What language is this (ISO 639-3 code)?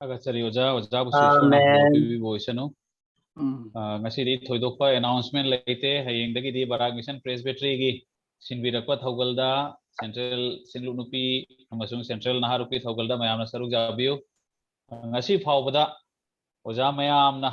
mni